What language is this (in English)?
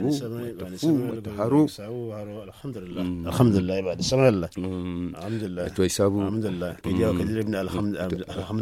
Zarma